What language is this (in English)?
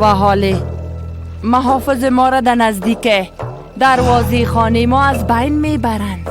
Persian